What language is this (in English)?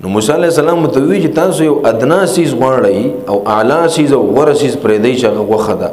Pashto